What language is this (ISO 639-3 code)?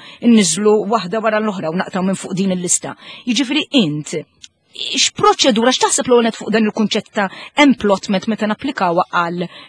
mlt